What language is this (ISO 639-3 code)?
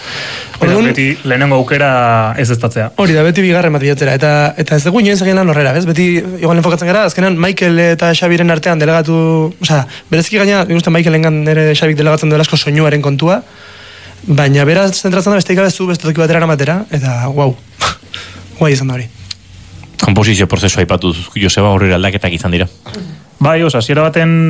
eus